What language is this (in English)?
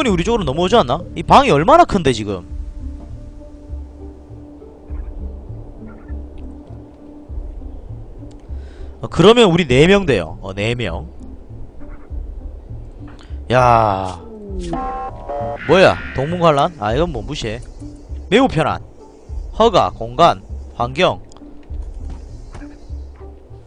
Korean